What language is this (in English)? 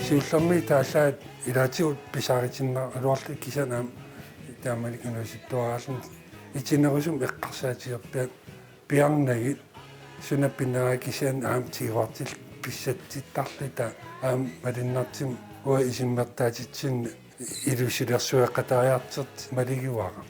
Kalaallisut